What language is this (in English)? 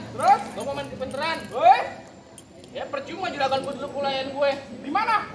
Betawi